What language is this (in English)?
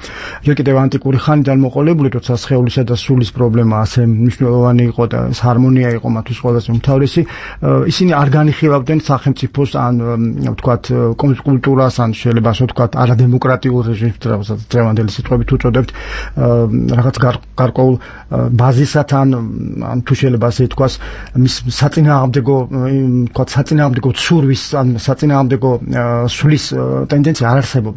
Georgian